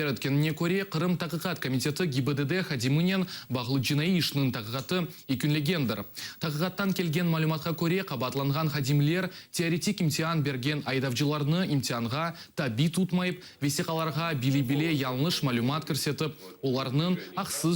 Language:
Crimean Tatar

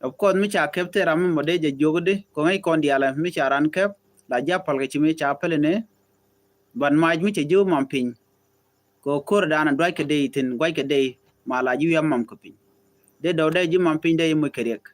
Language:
Nuer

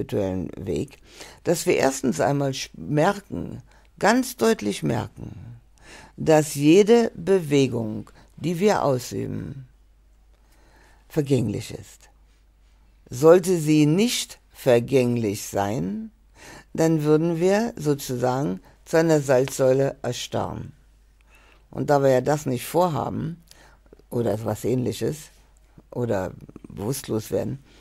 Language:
German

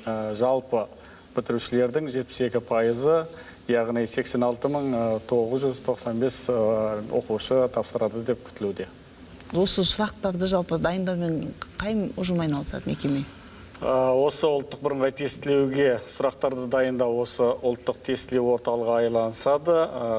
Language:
Kazakh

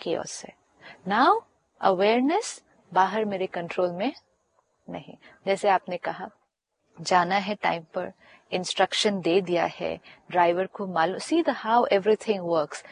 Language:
Hindi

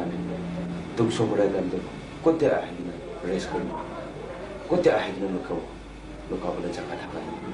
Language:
Naga Pidgin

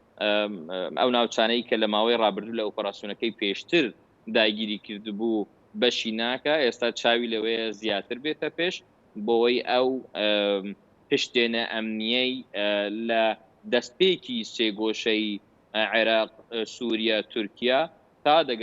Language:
Central Kurdish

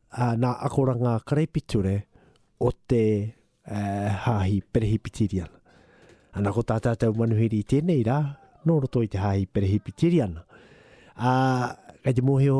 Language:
Māori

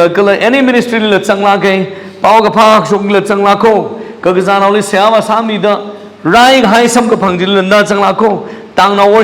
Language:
Tangkhul Naga (India)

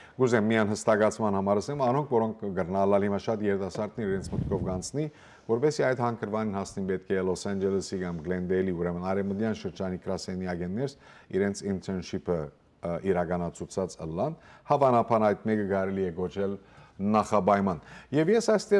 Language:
Western Armenian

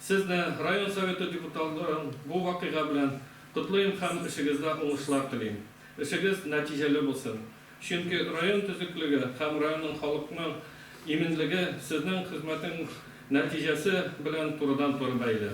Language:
Tatar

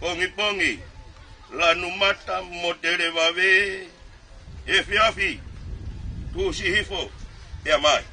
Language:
Tongan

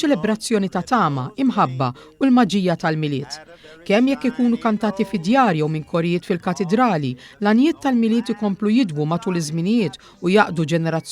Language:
Maltese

